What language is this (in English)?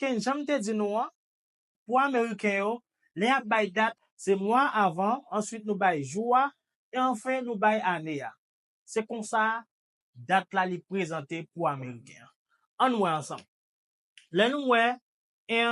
Haitian Creole